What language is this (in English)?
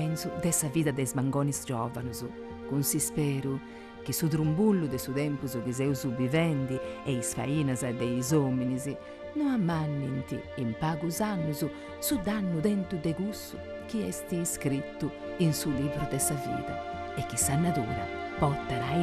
Sardinian